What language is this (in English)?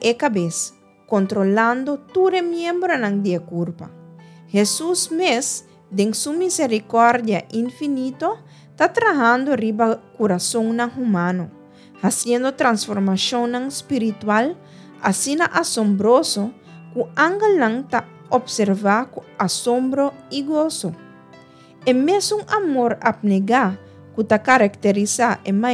Papiamento